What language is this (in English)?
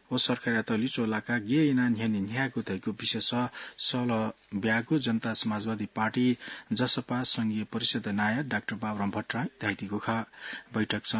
Newari